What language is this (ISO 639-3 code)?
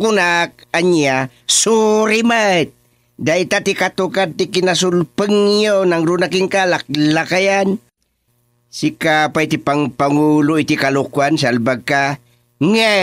ilo